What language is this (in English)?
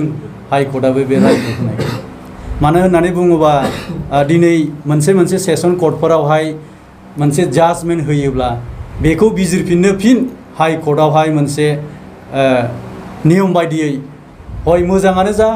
Bodo